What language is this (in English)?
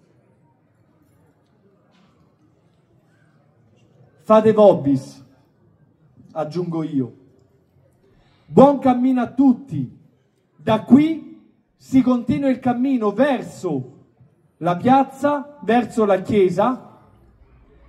Italian